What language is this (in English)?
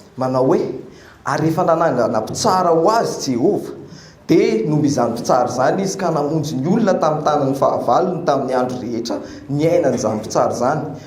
Malagasy